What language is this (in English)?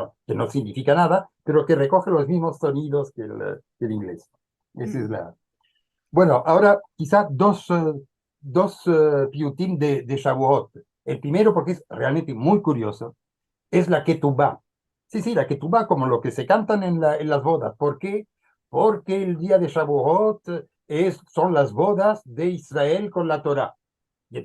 Ladino